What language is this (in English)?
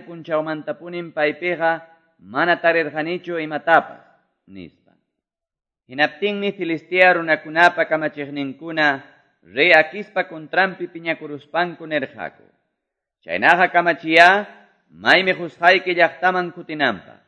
Quechua